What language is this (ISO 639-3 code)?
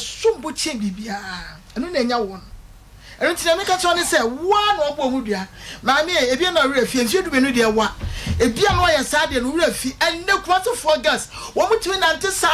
aka